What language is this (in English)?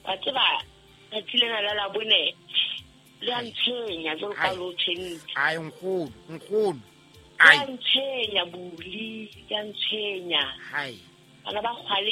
Southern Sotho